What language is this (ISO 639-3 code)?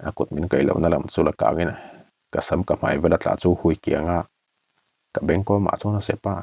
lus